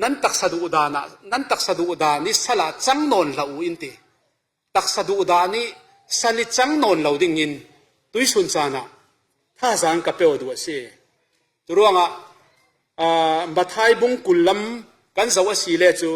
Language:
Falam Chin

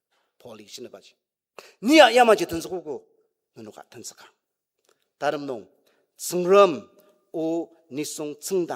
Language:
Ao Naga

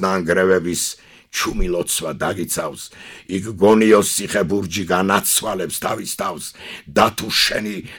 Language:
Georgian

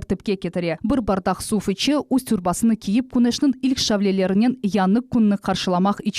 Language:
Crimean Tatar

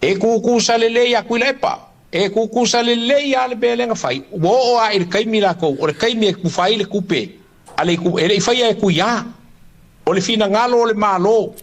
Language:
Samoan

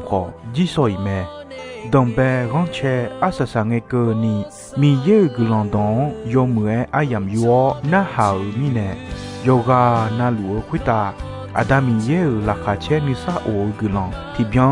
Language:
Akha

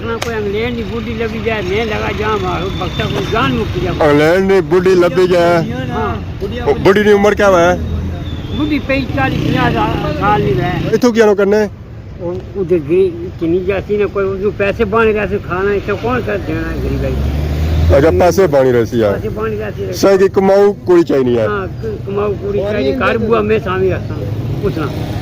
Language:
Pahari-Potwari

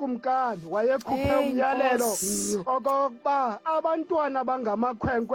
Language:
Xhosa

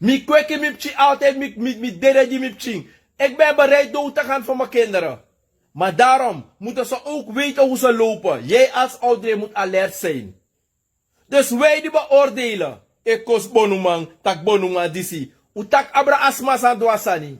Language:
Sranan Tongo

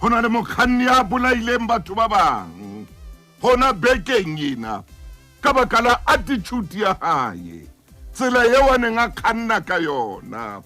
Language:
Southern Sotho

